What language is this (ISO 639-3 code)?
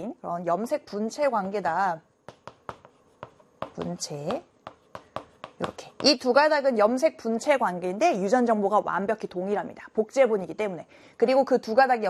kor